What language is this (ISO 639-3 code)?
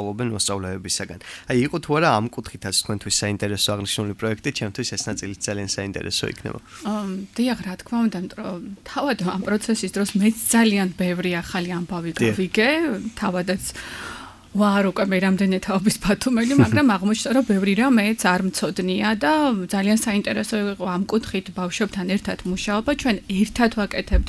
kat